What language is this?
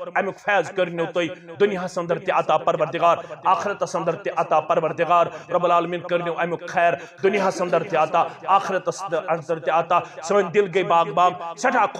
Kashmiri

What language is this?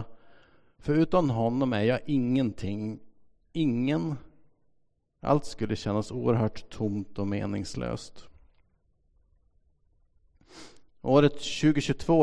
Swedish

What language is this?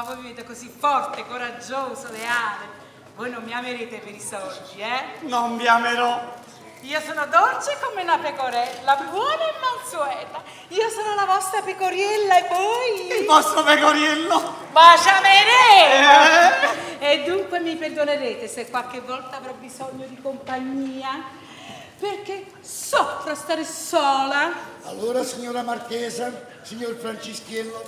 Neapolitan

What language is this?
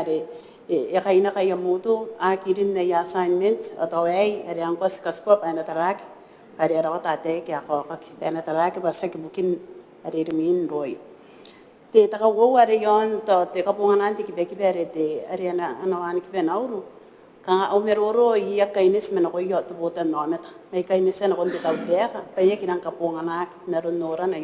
Gilbertese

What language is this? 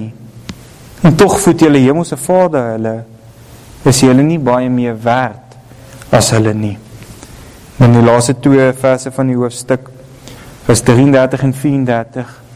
Afrikaans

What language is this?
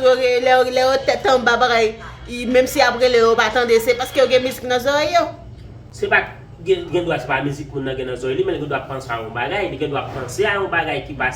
Haitian Creole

